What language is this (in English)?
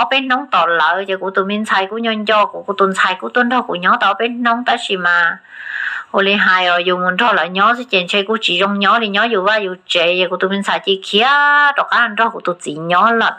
Hmong